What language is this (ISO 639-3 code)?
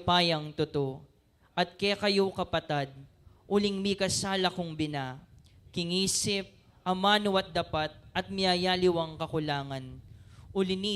pam